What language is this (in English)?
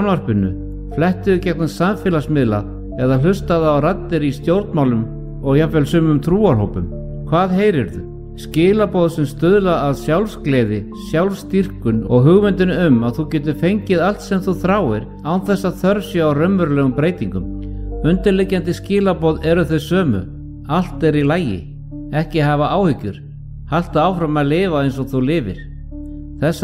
Icelandic